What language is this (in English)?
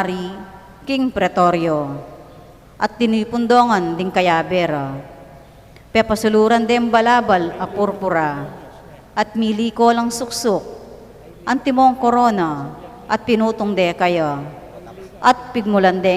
Pampanga